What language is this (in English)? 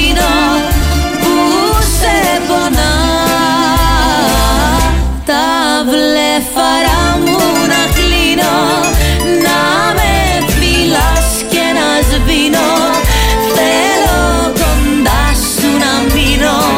Greek